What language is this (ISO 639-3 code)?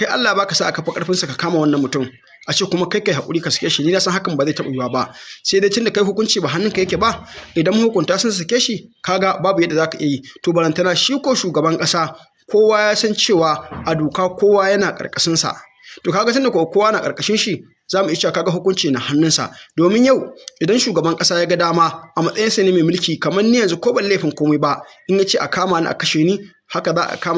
hau